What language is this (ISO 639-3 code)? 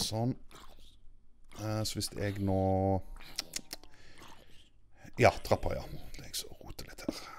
nor